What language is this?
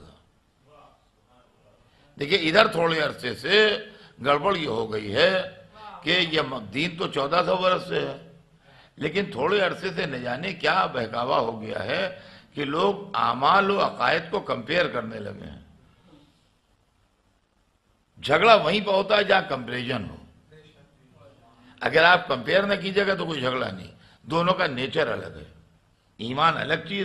Urdu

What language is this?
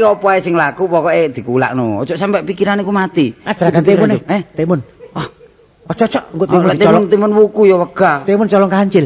Javanese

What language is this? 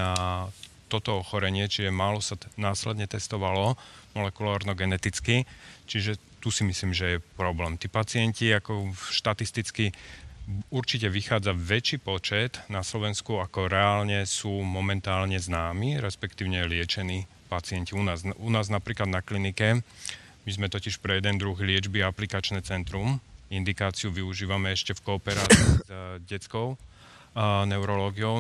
Slovak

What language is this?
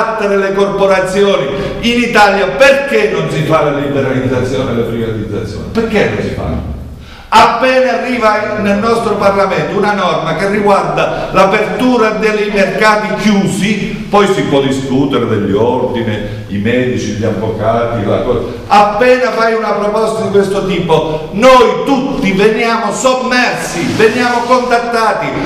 Italian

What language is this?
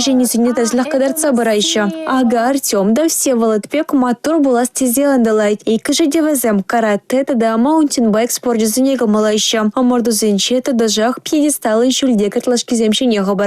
Chuvash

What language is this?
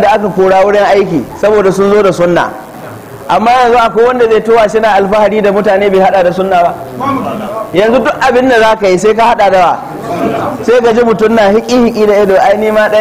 Hausa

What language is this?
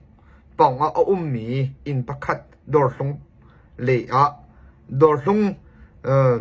Hakha Chin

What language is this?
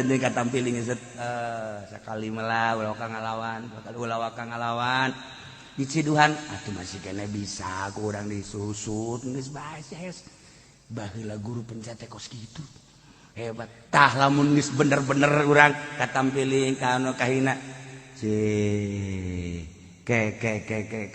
Sundanese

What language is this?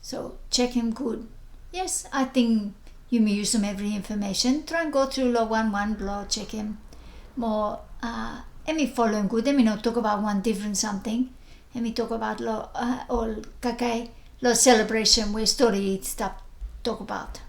Bislama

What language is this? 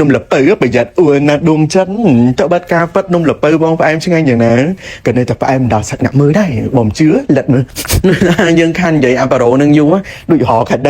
Khmer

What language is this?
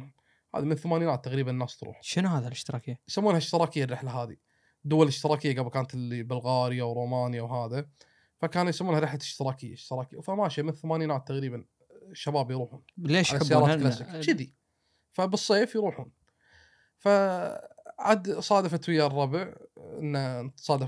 Gulf Arabic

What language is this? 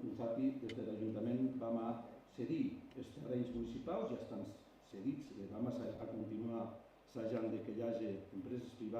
Occitan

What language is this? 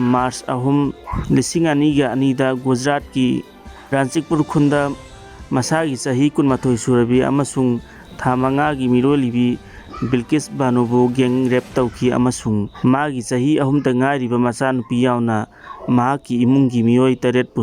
Manipuri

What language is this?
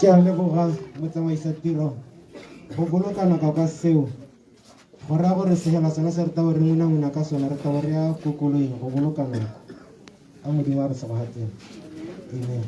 Tswana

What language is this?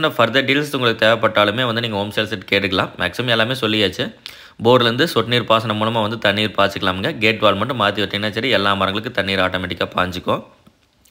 Tamil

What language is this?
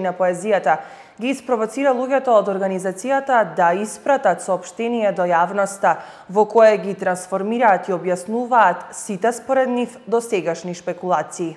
Macedonian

